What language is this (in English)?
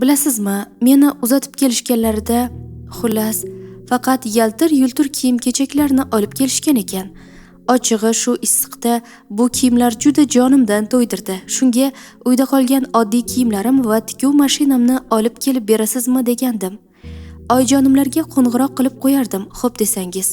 Uzbek